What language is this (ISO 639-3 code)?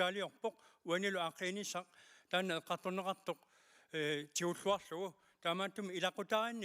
kal